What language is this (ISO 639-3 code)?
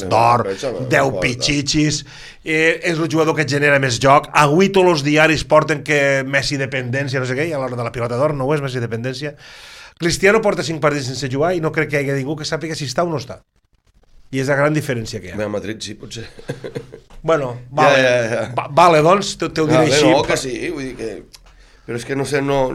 cat